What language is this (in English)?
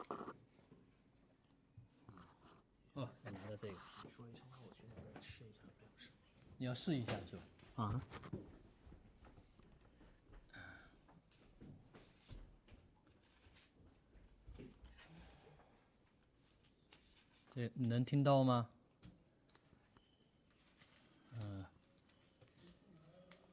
Chinese